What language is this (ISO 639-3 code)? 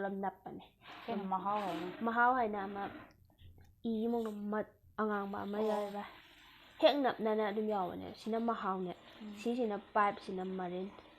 mni